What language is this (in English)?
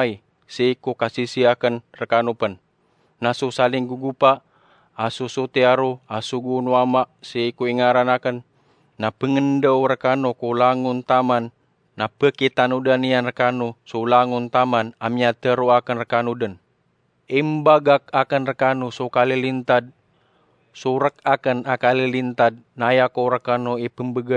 Maranao